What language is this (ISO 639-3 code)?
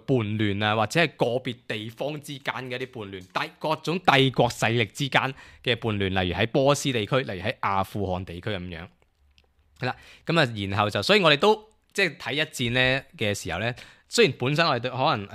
yue